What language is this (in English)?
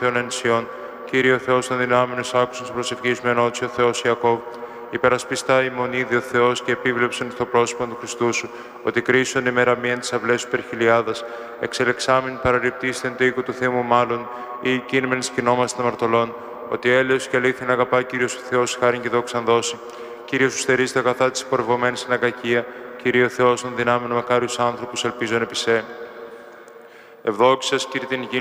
Greek